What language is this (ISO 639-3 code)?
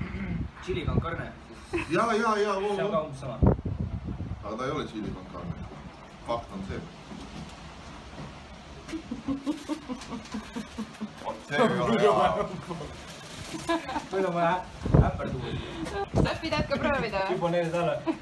est